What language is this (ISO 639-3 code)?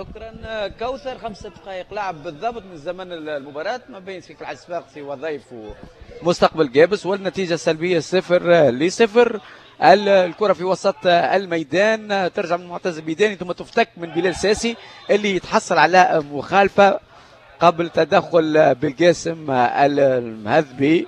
aeb